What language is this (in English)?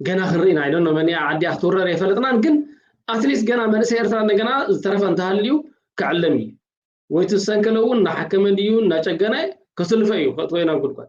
Tigrinya